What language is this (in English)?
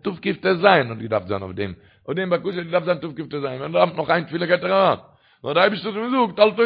Yiddish